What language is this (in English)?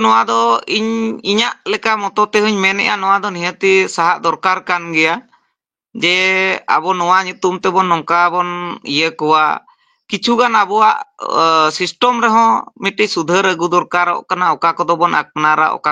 Santali